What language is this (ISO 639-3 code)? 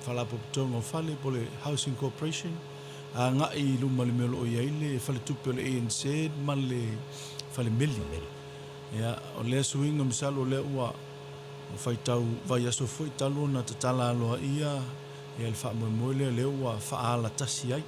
smo